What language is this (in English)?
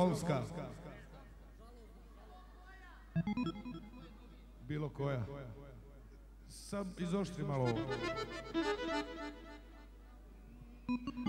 Croatian